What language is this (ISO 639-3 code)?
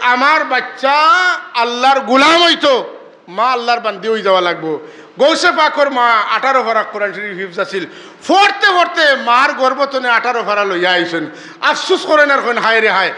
syl